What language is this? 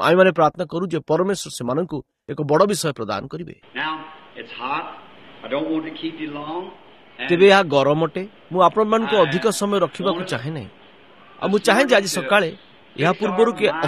Odia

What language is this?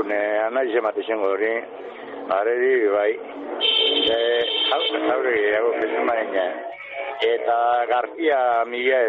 Basque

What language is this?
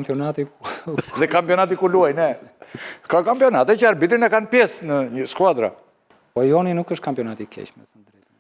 Albanian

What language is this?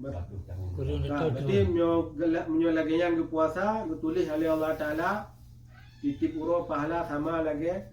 Achinese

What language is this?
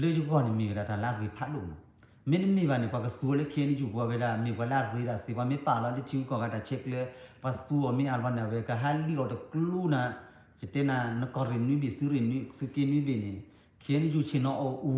S'gaw Karen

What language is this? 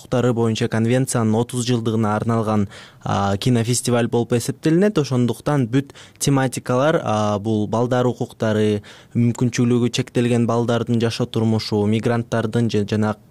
Kyrgyz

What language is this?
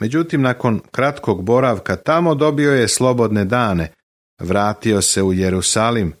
Serbian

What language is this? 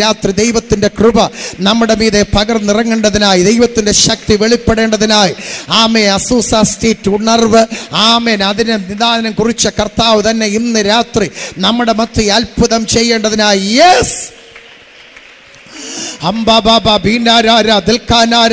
Malayalam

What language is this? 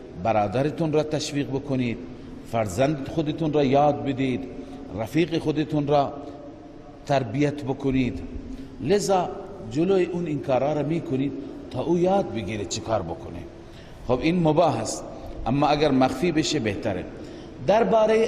Persian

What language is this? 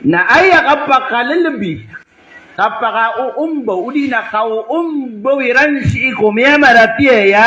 Maranao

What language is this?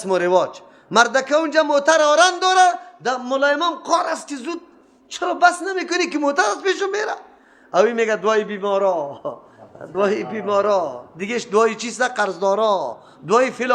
Persian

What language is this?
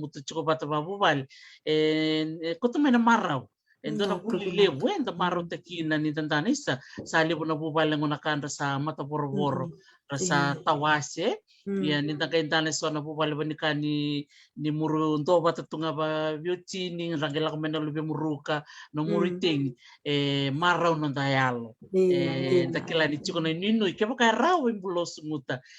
Fijian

